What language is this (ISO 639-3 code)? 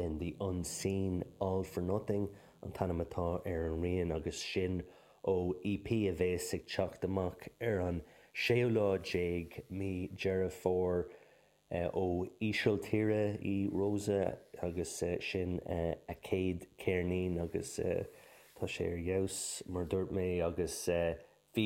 gle